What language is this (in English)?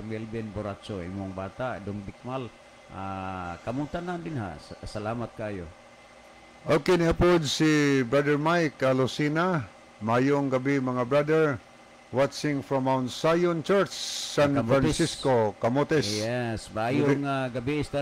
Cebuano